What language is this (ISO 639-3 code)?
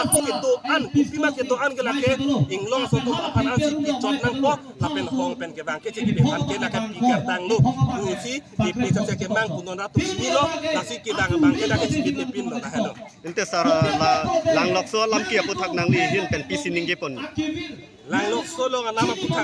mjw